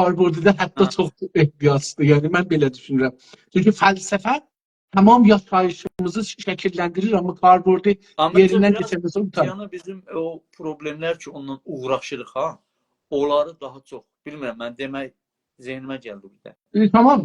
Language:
South Azerbaijani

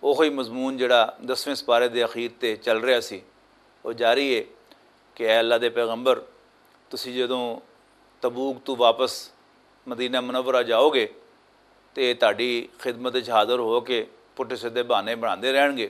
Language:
Western Panjabi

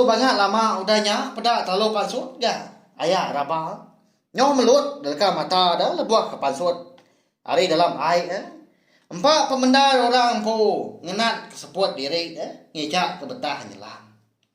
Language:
Iban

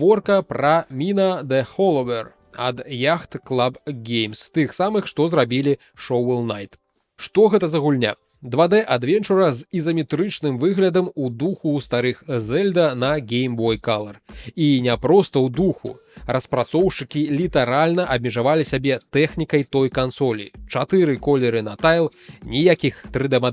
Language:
Belarusian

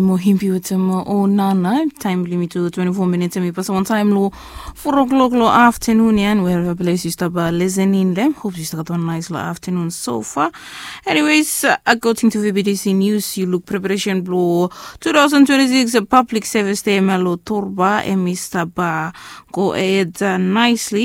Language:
Bislama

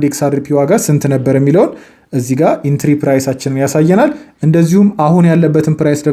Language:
Amharic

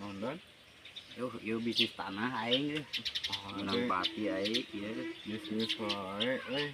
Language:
Sundanese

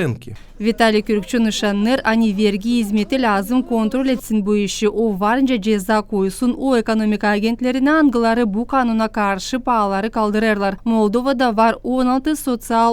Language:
Gagauz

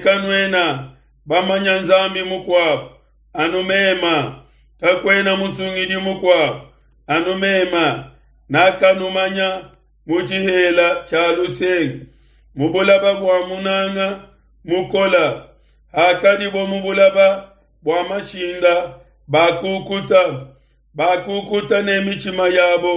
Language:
Luba-Lulua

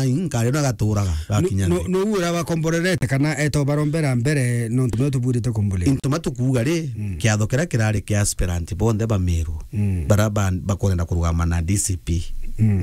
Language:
Meru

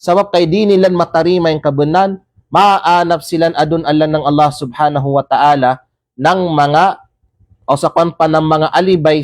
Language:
Kalagan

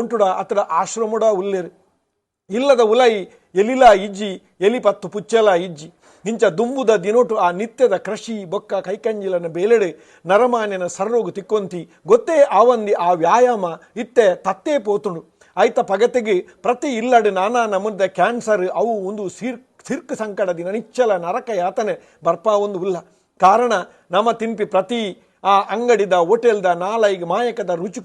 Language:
Tulu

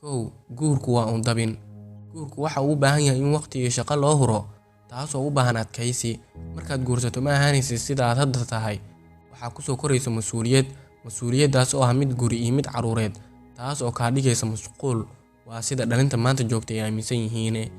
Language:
Somali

